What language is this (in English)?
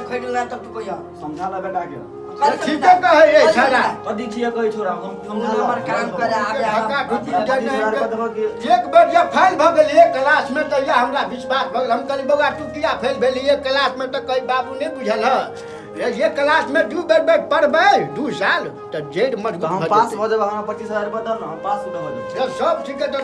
Maithili